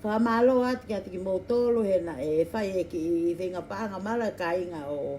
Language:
Tongan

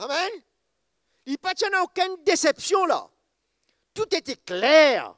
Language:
Morisyen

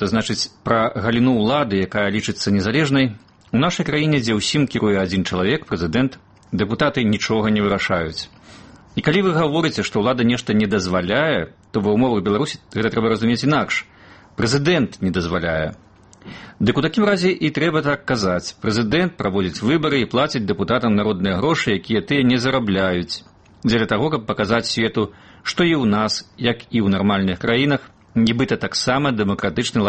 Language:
Belarusian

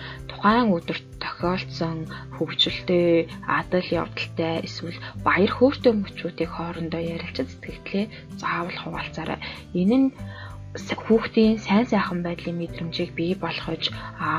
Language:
Mongolian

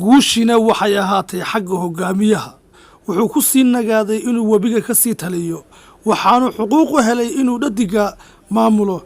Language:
Somali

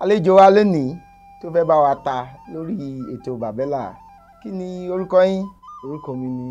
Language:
Yoruba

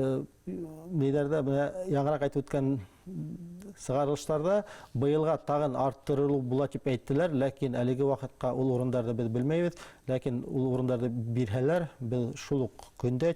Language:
Bashkir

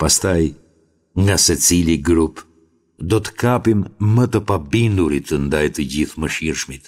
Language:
Albanian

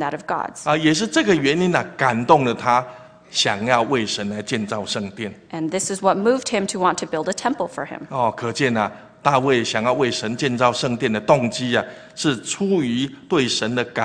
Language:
Chinese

